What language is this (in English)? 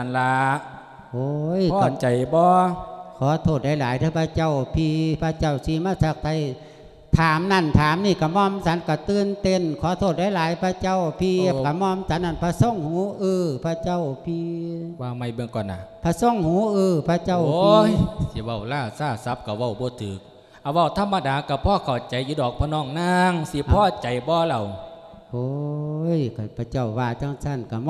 Lao